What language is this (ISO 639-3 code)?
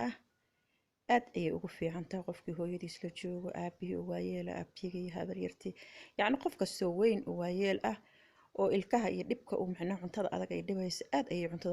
som